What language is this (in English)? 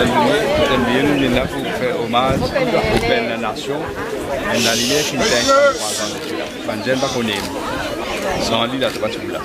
Morisyen